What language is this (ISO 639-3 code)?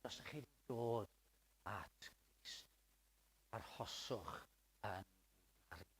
cym